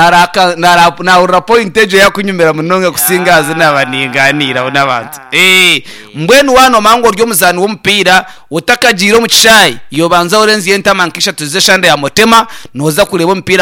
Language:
Nyankole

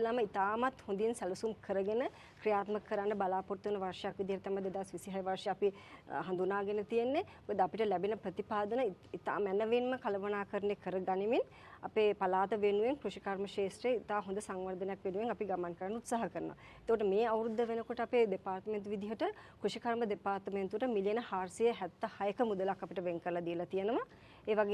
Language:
Sinhala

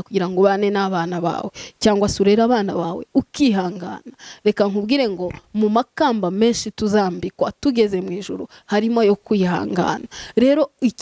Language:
Kinyarwanda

